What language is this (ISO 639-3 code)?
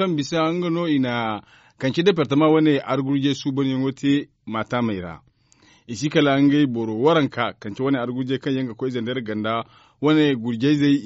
dje